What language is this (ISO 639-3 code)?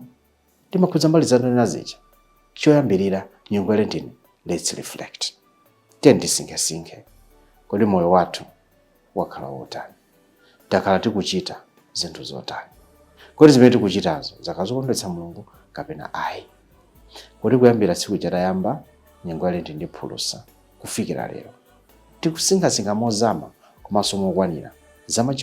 nya